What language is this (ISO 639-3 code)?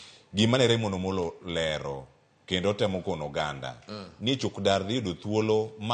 luo